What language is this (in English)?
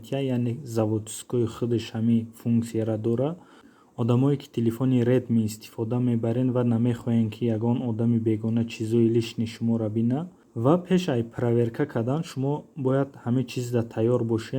Tajik